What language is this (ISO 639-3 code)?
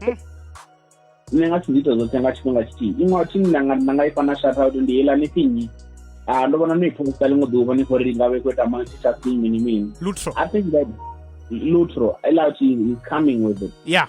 ven